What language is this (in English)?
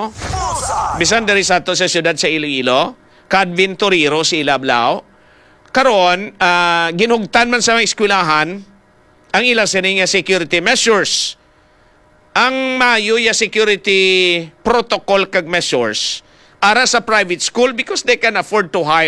Hiligaynon